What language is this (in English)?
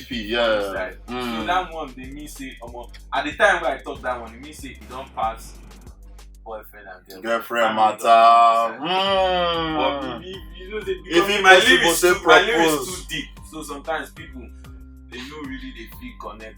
Nigerian Pidgin